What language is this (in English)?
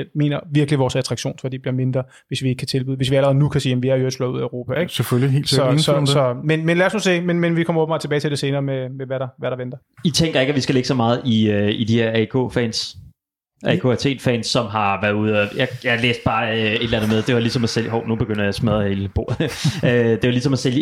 Danish